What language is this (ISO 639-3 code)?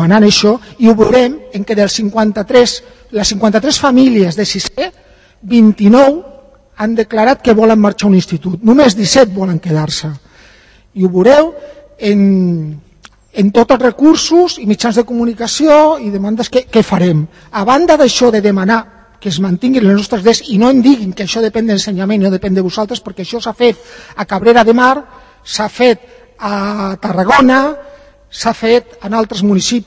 cat